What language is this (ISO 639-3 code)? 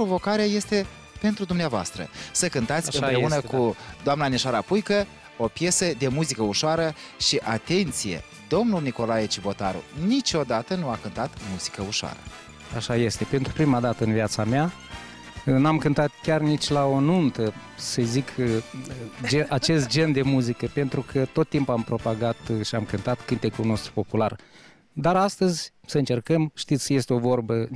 ron